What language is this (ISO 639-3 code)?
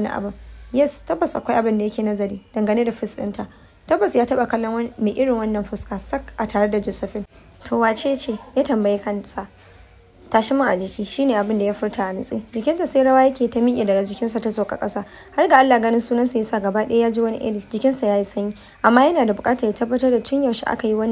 hau